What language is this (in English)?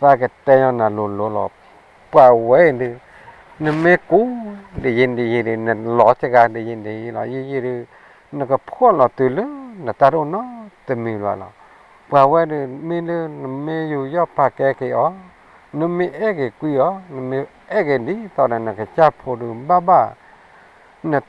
S'gaw Karen